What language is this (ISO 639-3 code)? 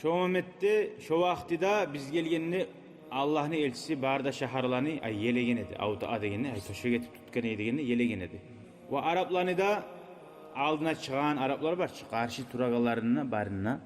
kum